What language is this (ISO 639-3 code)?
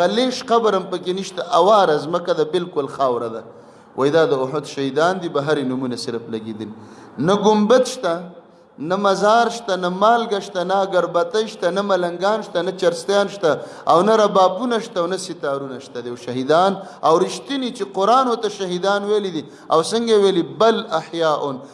pus